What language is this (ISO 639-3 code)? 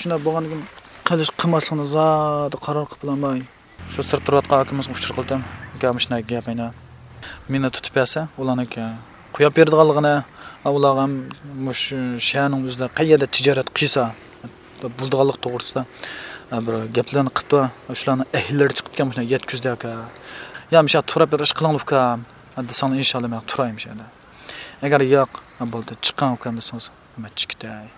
uig